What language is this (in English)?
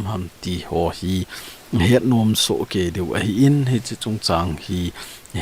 Thado Chin